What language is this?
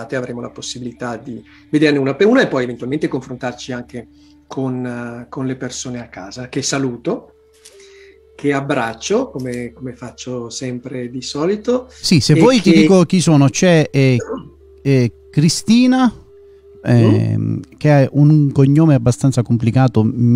Italian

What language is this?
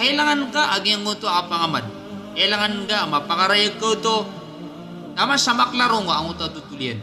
Maranao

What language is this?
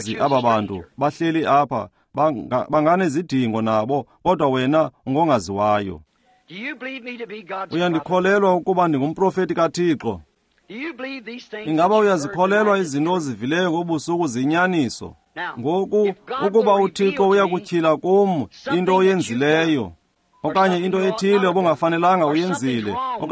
Xhosa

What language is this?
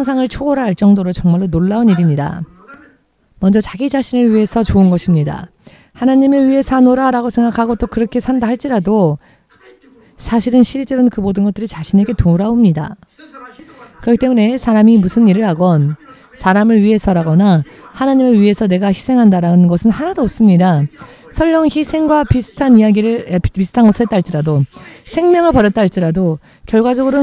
Korean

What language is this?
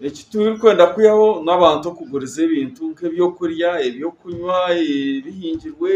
Nyankole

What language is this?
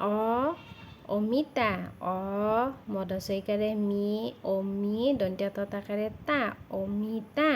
Assamese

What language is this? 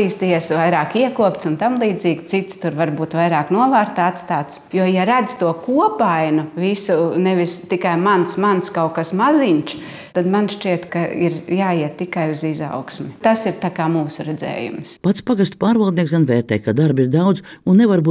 Latvian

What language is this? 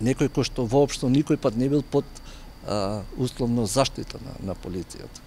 Macedonian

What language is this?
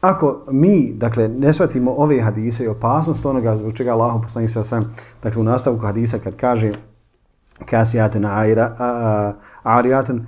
Bosnian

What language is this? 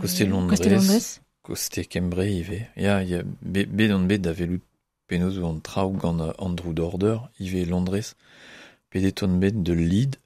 Breton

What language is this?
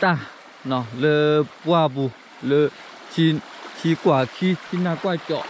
S'gaw Karen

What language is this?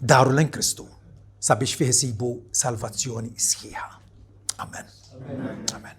Maltese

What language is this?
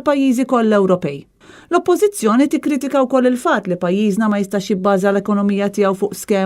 Maltese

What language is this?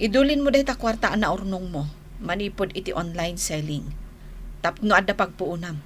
Iloko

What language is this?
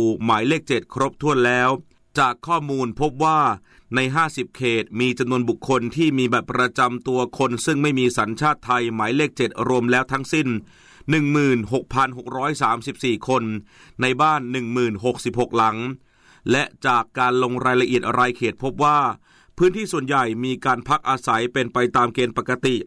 Thai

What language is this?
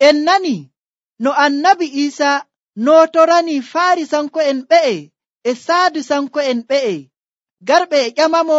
Nigerian Fulfulde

